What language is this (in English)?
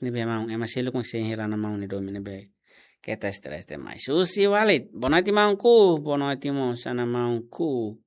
Tetum